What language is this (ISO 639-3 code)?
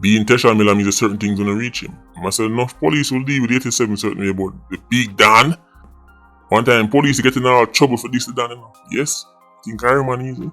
jam